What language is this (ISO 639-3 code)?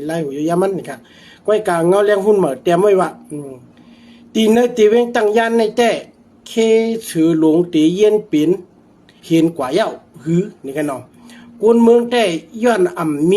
shn